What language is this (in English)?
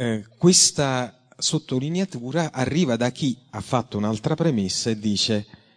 Italian